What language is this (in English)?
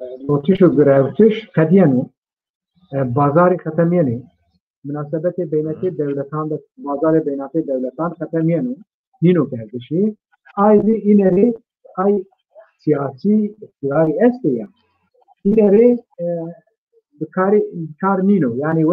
Zaza